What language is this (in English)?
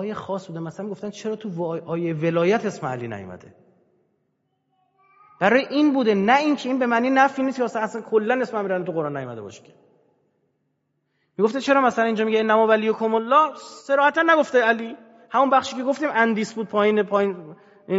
Persian